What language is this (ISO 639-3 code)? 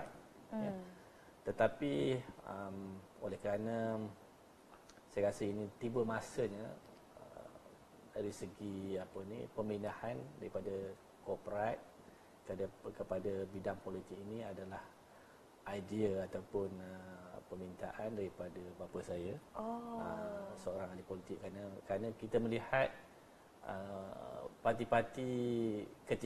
msa